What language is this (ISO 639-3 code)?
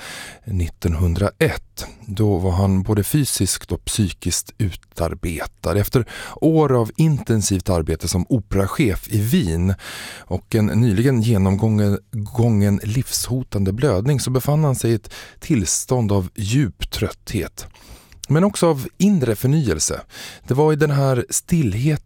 swe